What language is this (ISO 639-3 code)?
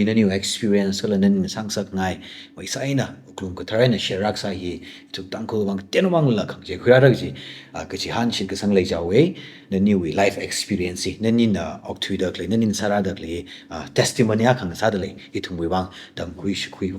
nmf